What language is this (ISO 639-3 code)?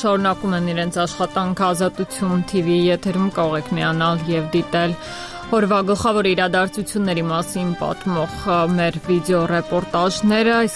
hye